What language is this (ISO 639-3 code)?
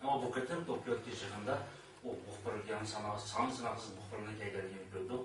uig